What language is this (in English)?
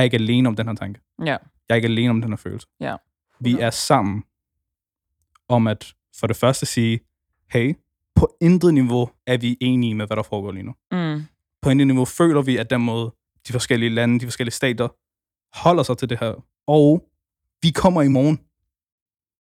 Danish